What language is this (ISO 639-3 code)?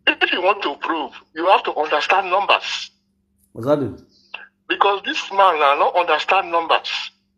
pcm